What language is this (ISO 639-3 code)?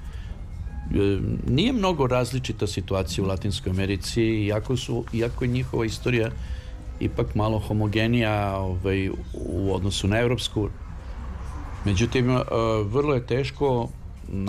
srp